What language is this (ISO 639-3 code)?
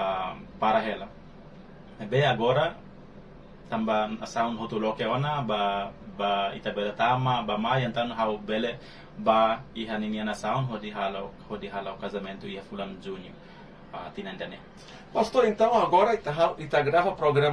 tet